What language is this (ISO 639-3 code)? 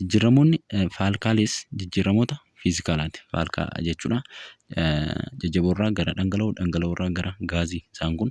orm